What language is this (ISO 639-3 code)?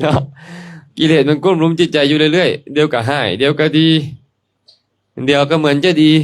lao